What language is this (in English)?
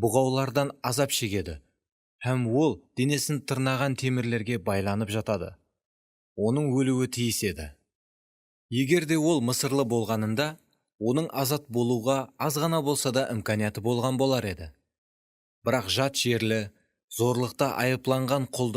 Kara-Kalpak